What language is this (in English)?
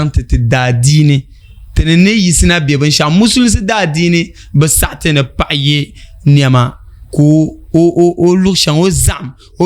Dagbani